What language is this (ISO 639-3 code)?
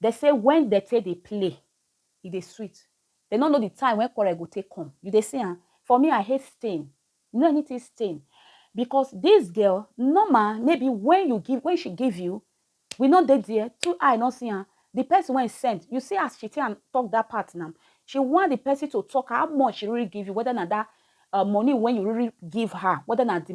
pcm